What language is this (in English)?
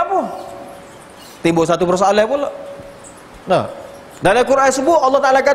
Malay